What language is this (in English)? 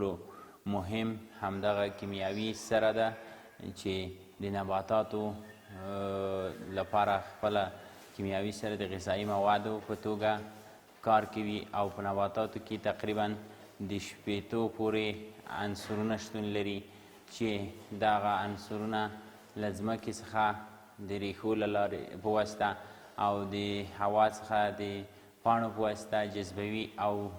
Pashto